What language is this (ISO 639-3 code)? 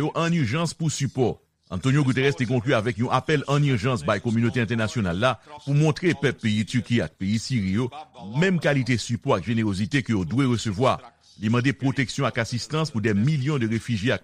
hat